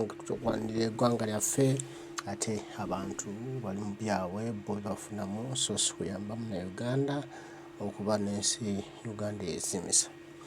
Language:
Ganda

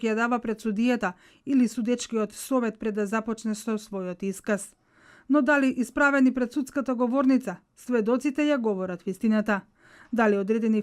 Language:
Macedonian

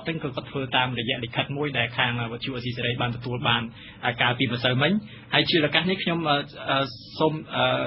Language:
Khmer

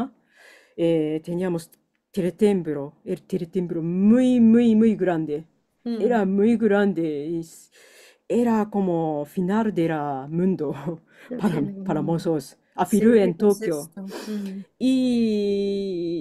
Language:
Ladino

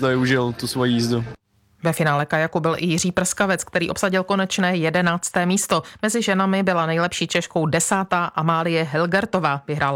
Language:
Czech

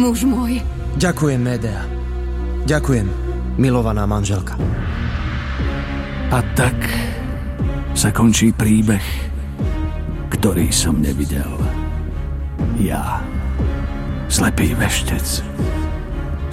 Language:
Slovak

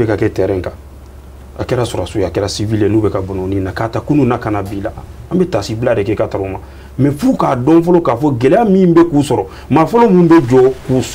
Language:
Bambara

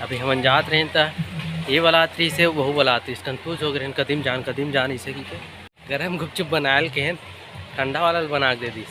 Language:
Chhattisgarhi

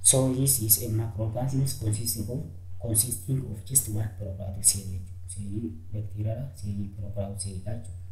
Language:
Oromo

